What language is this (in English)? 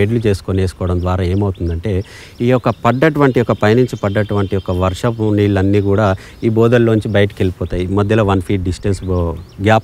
Telugu